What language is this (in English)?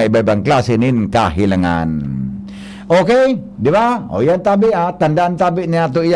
Bikol